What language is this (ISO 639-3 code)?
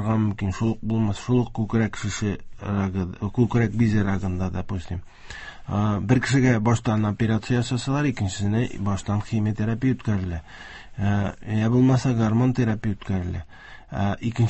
tat